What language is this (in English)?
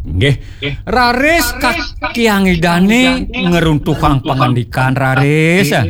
Balinese